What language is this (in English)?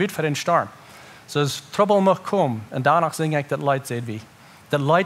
Plautdietsch